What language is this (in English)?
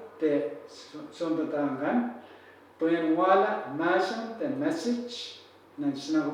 Pohnpeian